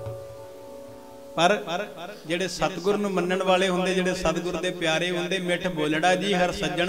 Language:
Punjabi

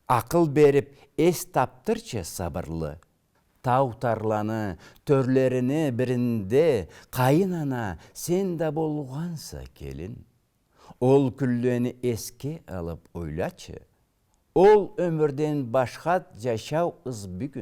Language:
Karachay-Balkar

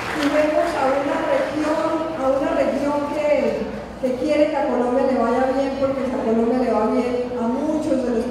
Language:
Spanish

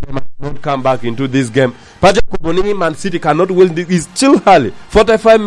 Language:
Lango (Uganda)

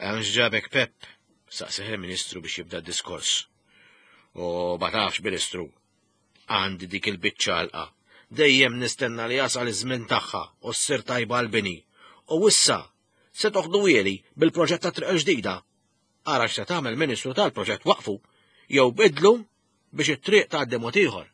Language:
Maltese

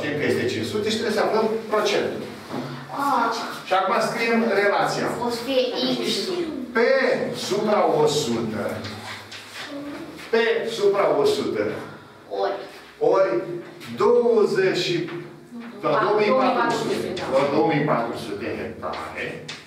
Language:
Romanian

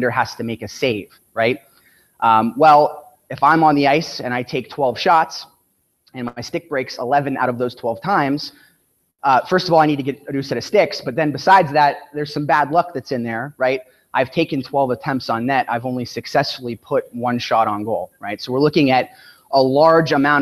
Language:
English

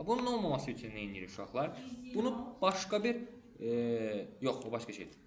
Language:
Azerbaijani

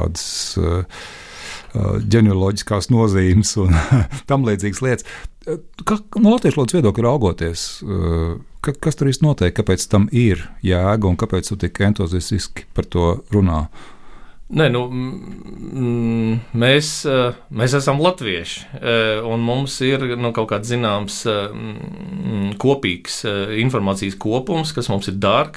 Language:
Latvian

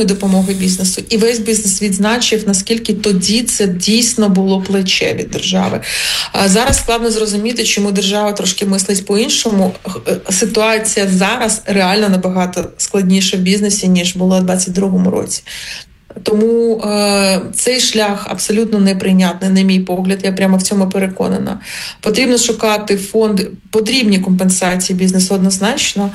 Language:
Ukrainian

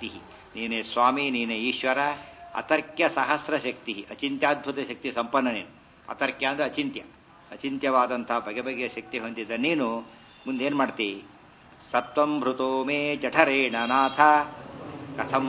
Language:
Kannada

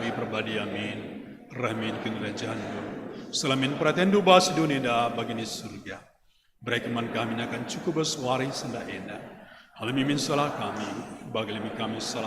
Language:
Batak Karo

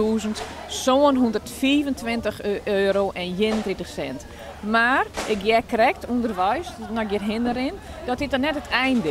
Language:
Western Frisian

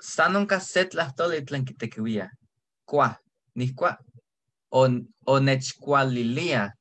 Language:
Eastern Huasteca Nahuatl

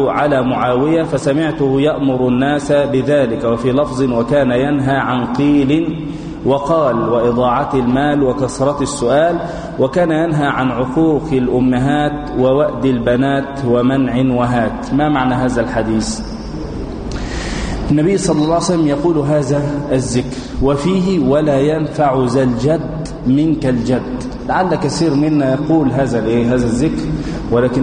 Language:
Arabic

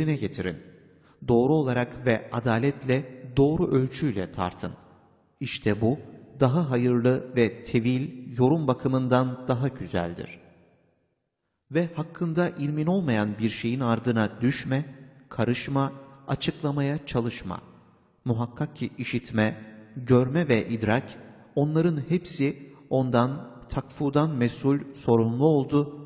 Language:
Turkish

